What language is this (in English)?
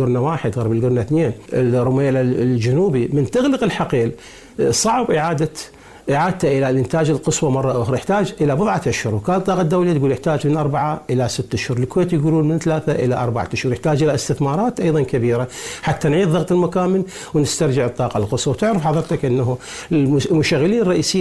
Arabic